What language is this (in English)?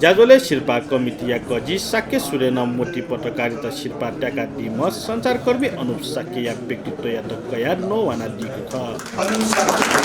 Newari